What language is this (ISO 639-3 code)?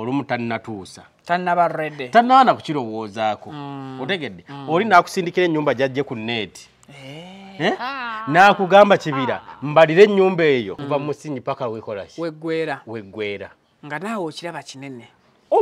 lug